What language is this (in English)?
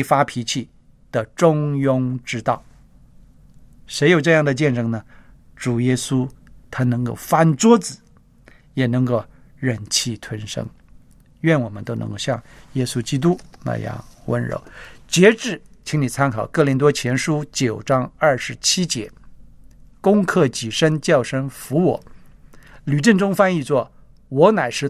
Chinese